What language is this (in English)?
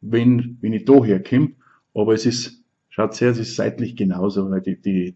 Bavarian